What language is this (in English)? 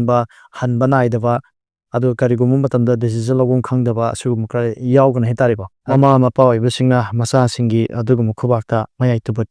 Manipuri